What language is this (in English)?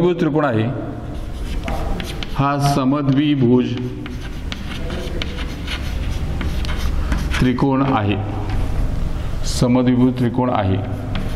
Marathi